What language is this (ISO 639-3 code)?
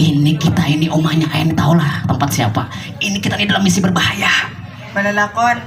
bjn